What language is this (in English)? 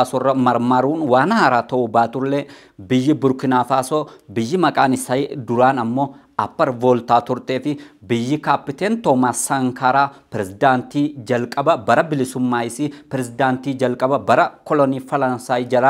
Oromo